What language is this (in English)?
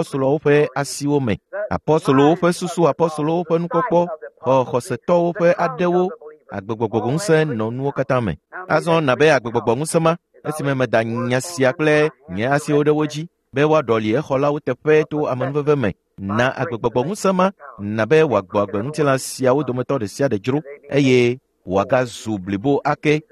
Ewe